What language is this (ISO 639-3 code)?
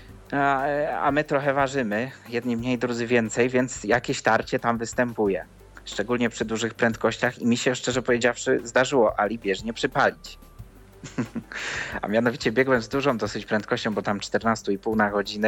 pol